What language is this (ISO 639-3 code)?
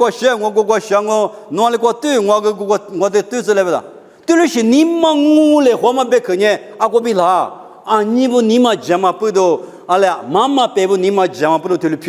lis